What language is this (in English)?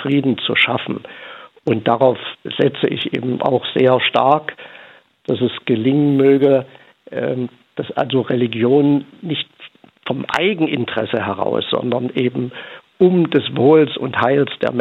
German